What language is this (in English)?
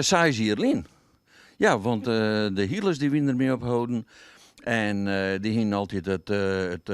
Western Frisian